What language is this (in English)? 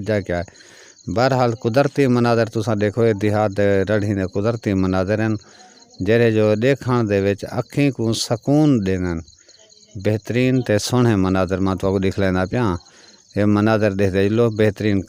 Saraiki